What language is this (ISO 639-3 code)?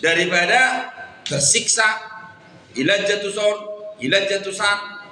bbc